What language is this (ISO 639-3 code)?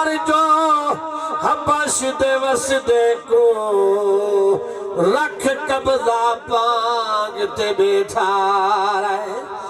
skr